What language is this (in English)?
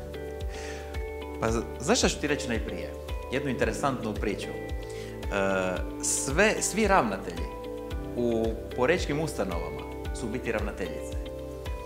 Croatian